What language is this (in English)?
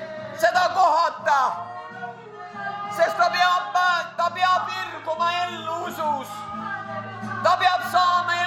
Estonian